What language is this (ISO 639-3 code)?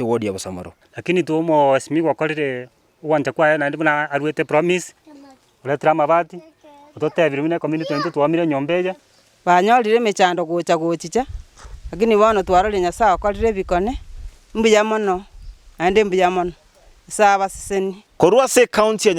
guz